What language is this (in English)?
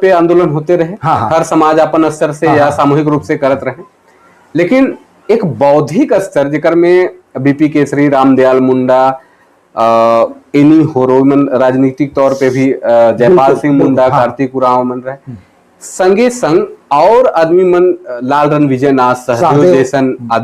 Sadri